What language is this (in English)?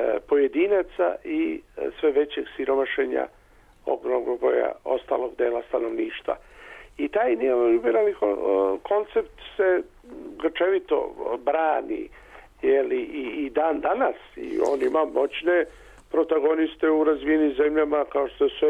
Serbian